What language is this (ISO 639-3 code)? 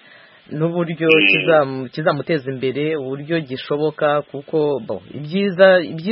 kin